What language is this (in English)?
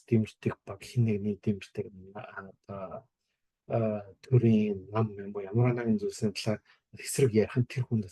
Mongolian